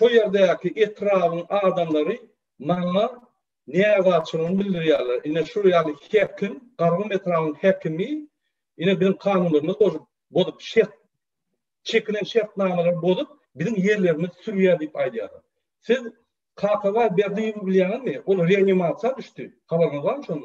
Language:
Turkmen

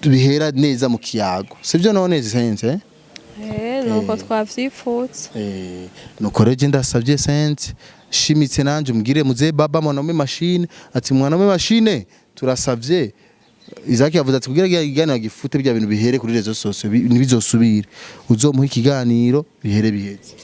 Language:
Rundi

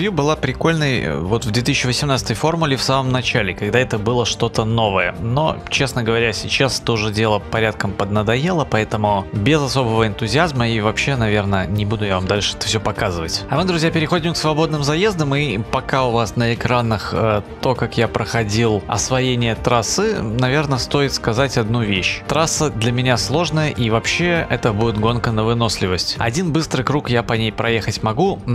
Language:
Russian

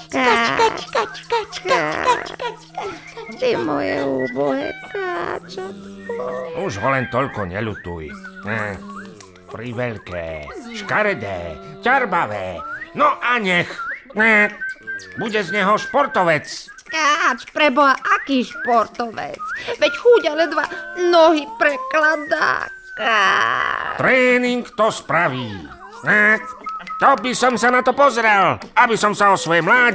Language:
Slovak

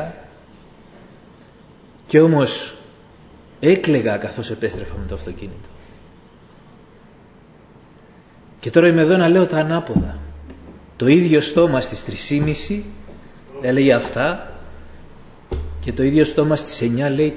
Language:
Greek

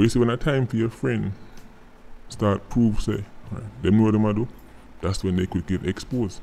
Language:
Jamaican Creole English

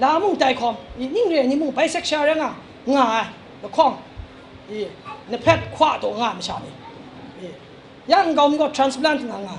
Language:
Kachin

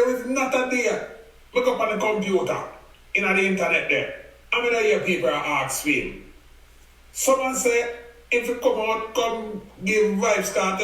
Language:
Jamaican Creole English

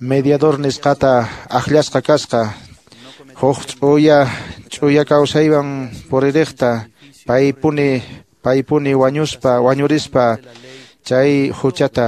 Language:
Quechua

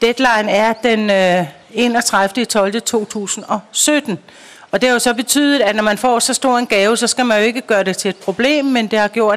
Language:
Danish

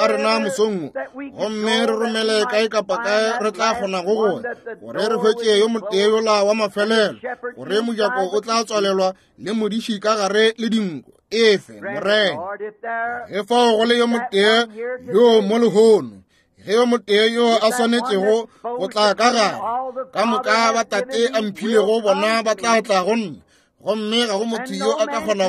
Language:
Northern Sotho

